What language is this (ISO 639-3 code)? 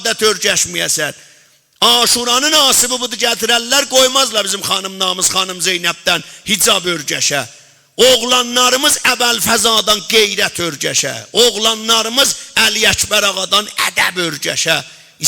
azb